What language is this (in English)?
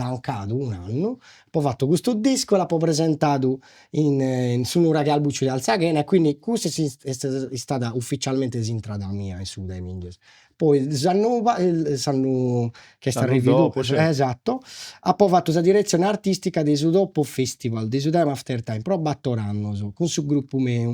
Sardinian